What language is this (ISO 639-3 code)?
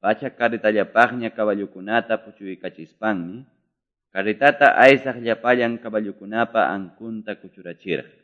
que